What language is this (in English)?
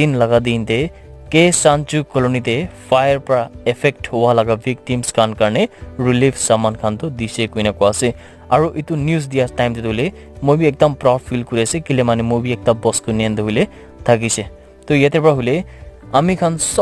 Naga Pidgin